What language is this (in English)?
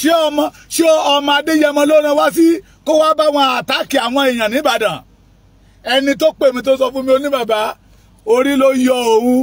Yoruba